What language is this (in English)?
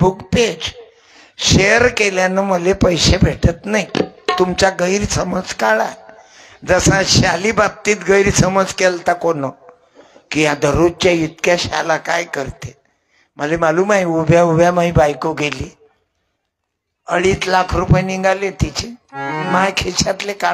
Marathi